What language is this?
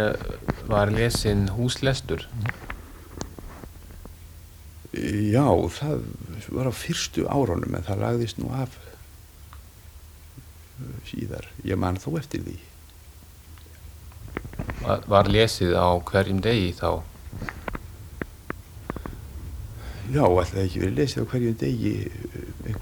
Icelandic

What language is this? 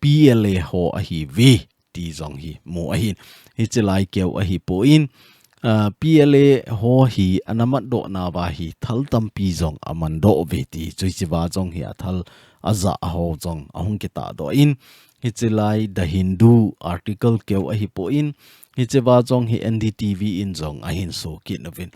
Thado Chin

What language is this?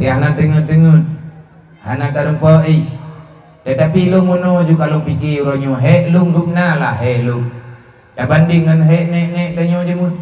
Achinese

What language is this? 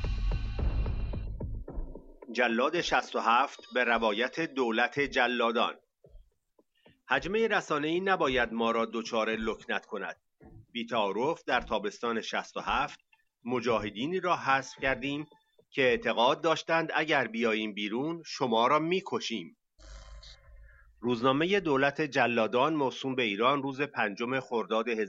Persian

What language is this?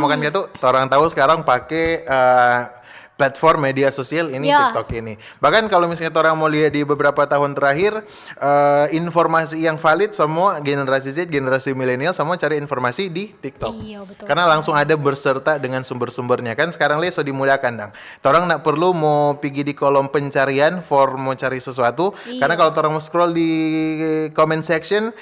Manado Malay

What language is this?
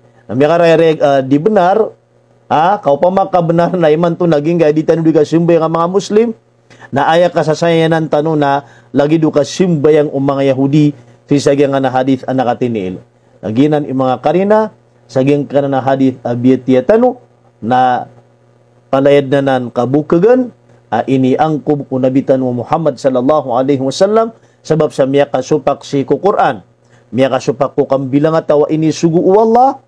Maranao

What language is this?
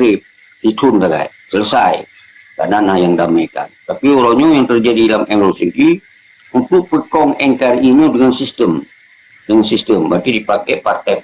Achinese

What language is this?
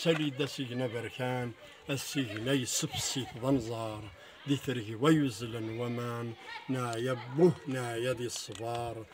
Kabyle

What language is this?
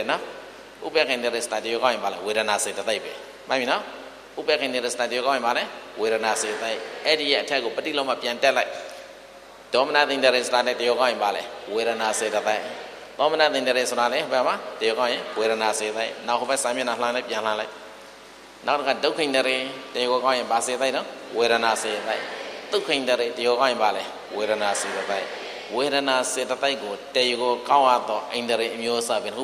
Burmese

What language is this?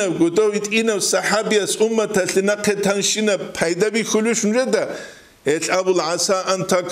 Avaric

